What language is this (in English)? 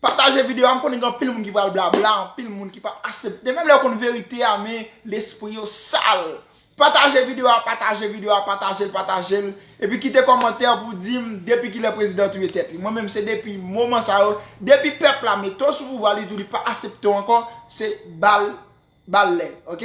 Haitian Creole